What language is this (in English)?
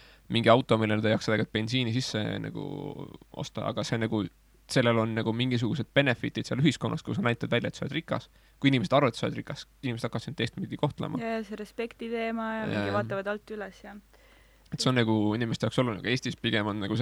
Estonian